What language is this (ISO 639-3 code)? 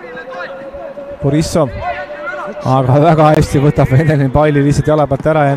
est